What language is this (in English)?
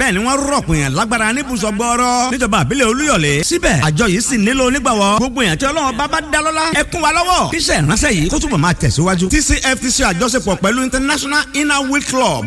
Yoruba